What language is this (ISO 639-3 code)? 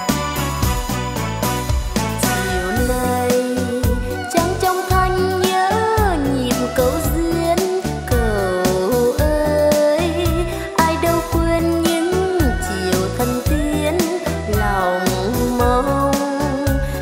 vie